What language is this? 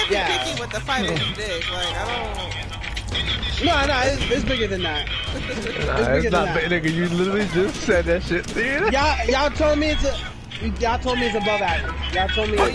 English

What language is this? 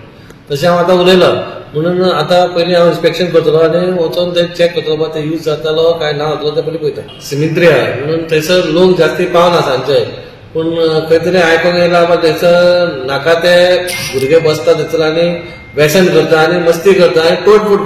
Konkani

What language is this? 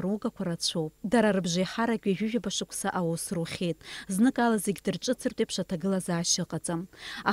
Abkhazian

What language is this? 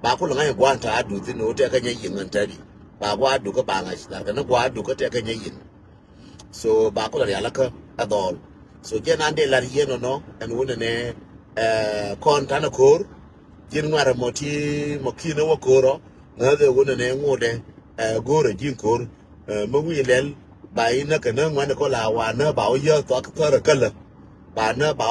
Nuer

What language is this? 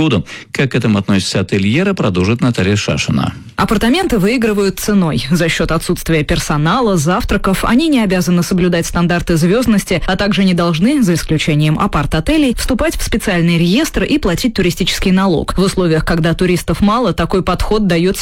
Russian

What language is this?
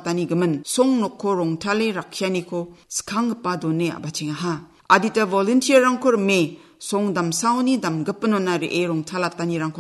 Garo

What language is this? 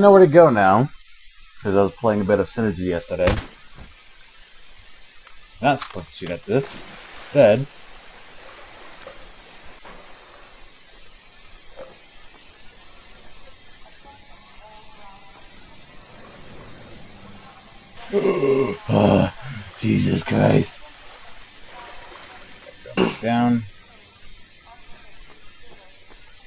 English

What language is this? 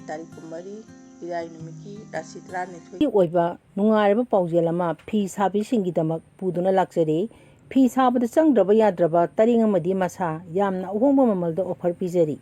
Manipuri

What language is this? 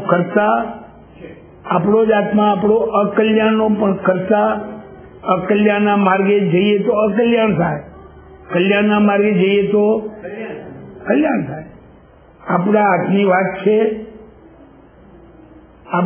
Gujarati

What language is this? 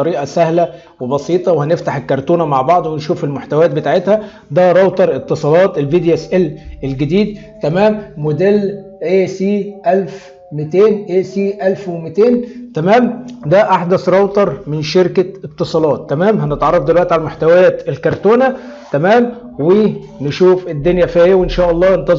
Egyptian Arabic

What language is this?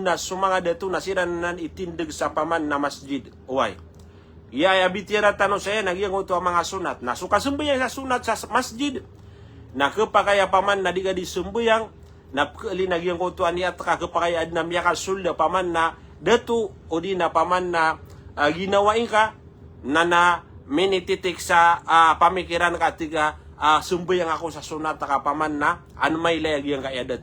Maranao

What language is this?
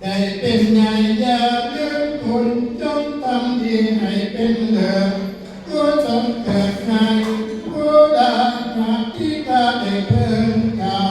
Northeastern Thai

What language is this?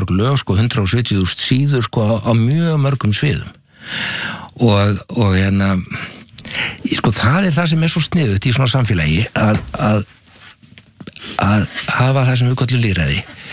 Icelandic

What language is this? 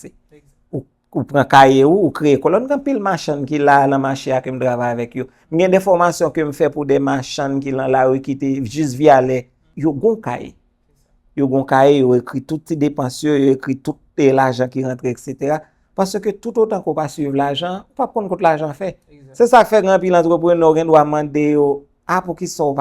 Haitian Creole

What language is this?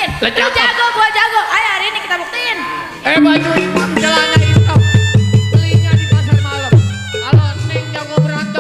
Betawi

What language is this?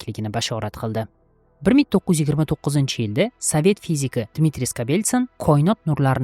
Uzbek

